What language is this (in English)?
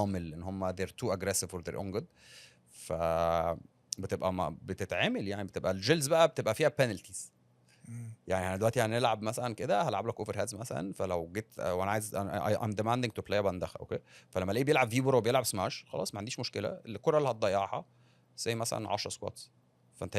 Egyptian Arabic